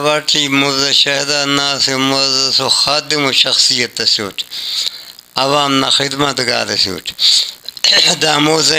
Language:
Brahui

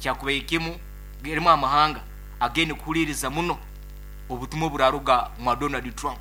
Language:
Nyoro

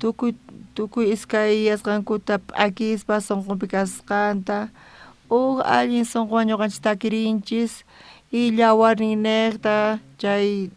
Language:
South Bolivian Quechua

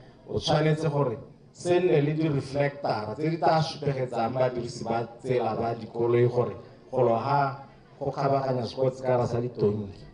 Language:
Tswana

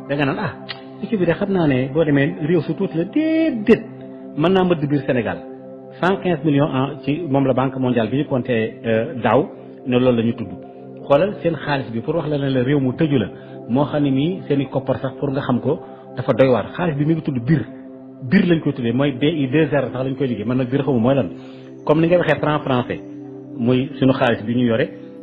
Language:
Wolof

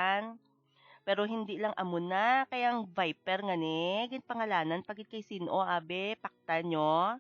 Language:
Hiligaynon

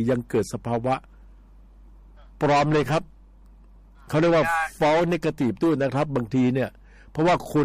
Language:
Thai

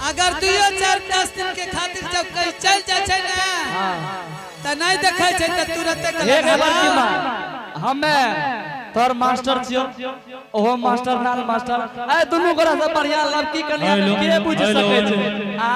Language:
Angika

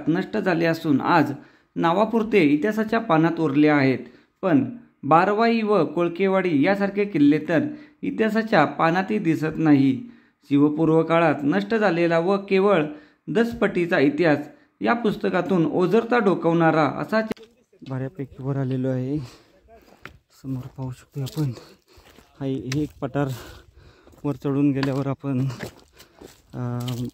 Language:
Marathi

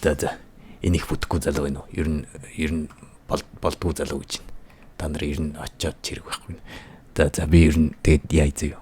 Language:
Mongolian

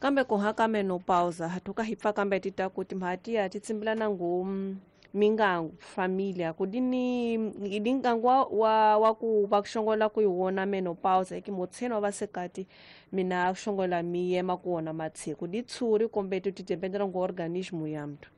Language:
Tsonga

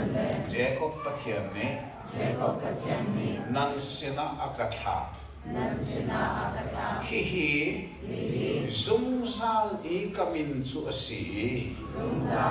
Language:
Hakha Chin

